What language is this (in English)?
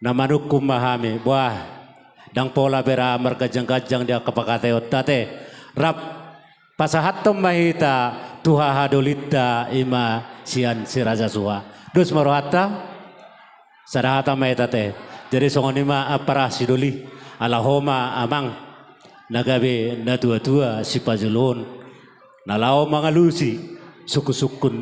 Batak Toba